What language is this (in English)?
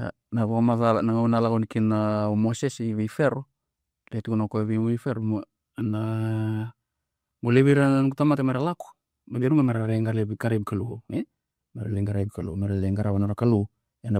Fijian